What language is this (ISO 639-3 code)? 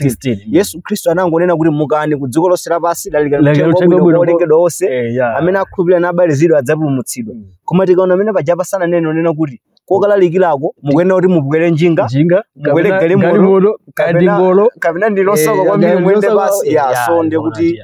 nya